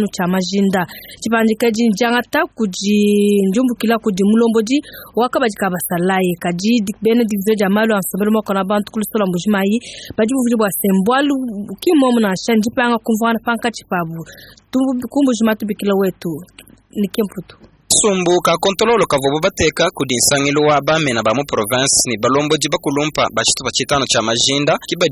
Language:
Luba-Lulua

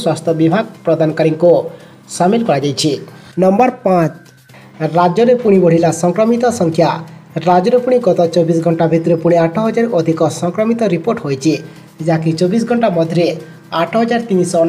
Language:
Odia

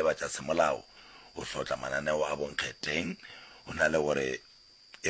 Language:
Northern Sotho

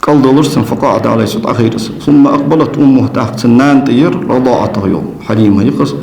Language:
Ingush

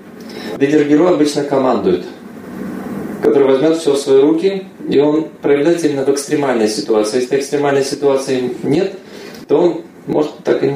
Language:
Russian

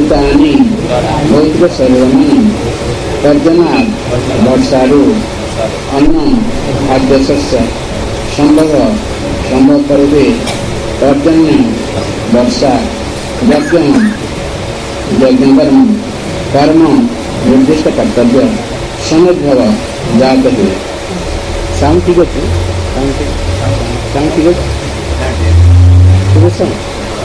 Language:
Odia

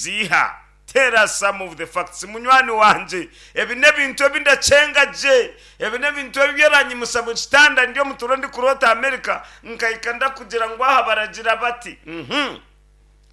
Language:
Nyankole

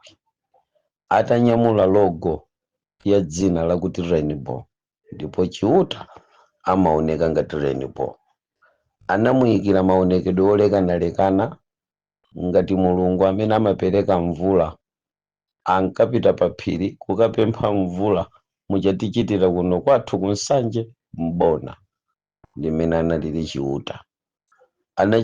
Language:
Nyanja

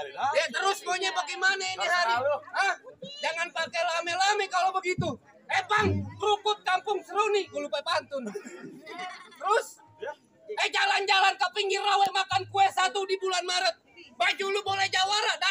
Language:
Betawi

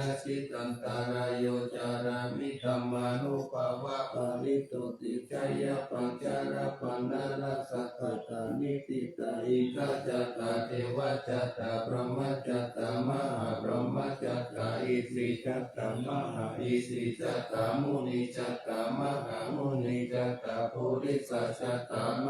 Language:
Pali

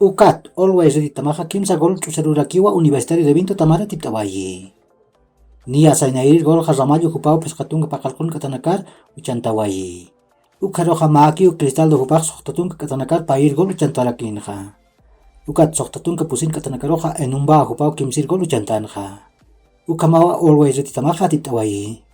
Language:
Aymara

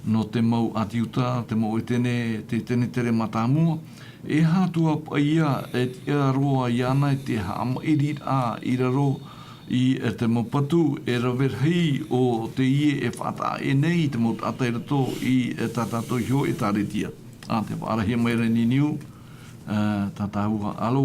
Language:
Tahitian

